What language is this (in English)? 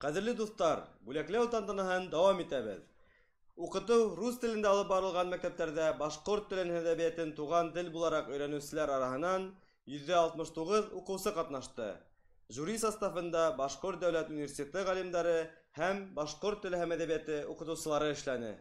Bashkir